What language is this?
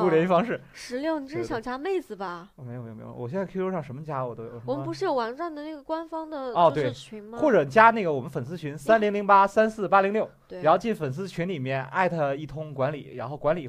Chinese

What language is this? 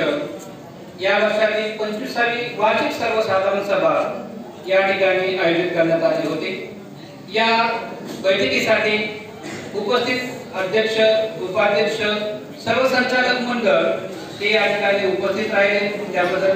Marathi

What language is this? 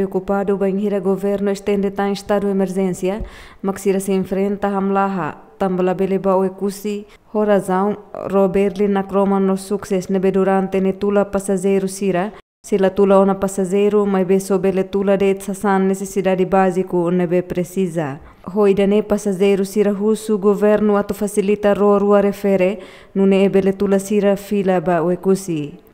Tetum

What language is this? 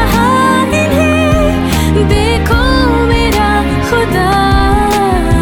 Hindi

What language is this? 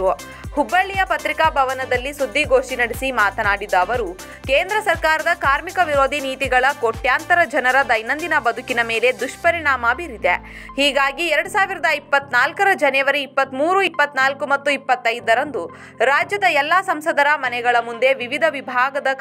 Kannada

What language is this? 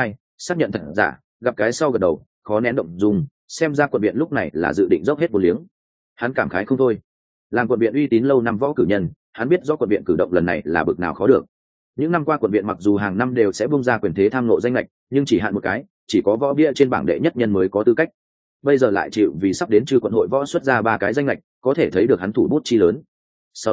Vietnamese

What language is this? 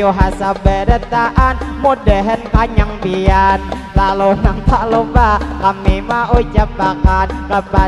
Banjar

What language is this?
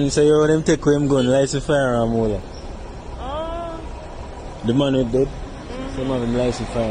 Jamaican Creole English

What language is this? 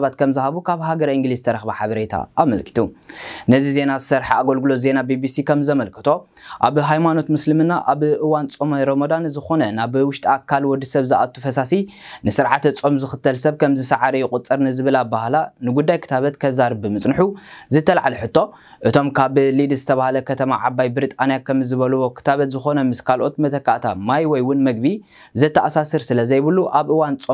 Tigrinya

